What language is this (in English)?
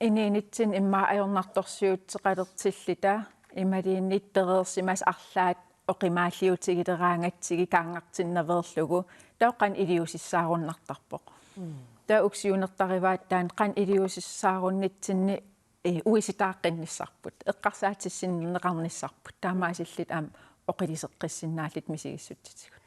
Kalaallisut